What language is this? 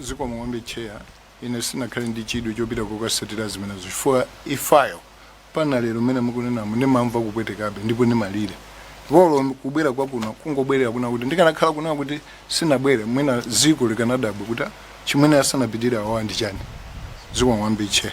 Nyanja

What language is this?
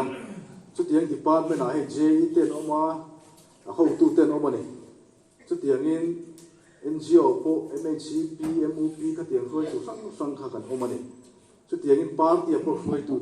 Mizo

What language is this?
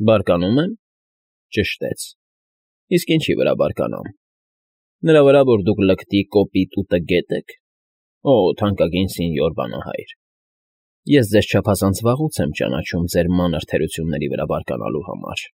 Armenian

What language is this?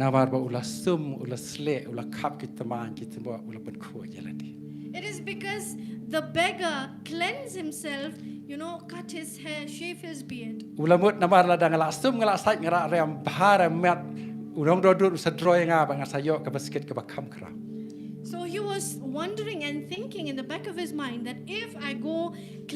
Khasi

